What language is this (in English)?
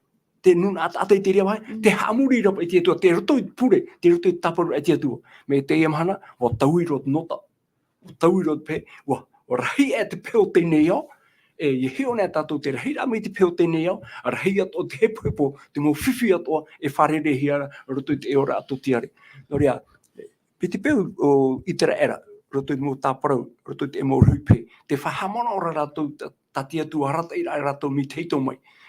Tahitian